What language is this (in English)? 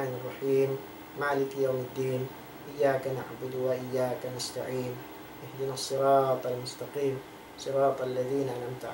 Tausug